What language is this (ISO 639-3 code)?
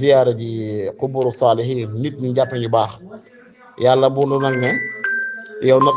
wol